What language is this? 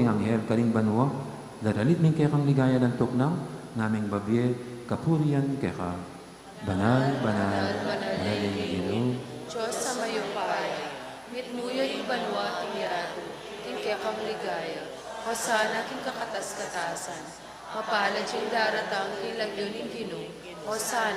Pampanga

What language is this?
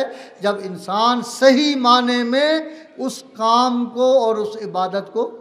Urdu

